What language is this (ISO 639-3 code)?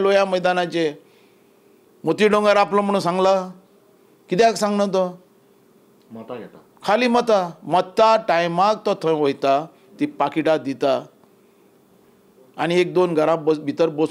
kok